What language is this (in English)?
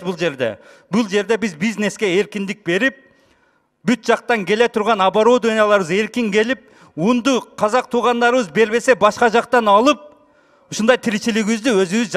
Kyrgyz